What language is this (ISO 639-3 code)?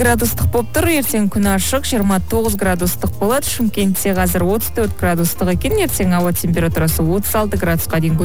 kaz